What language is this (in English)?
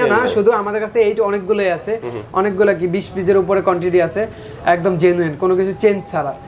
Bangla